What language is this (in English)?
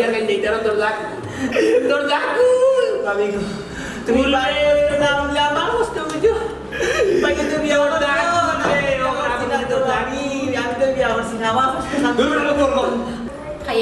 Sylheti